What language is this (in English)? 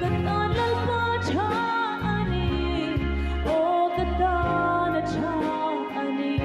Hmar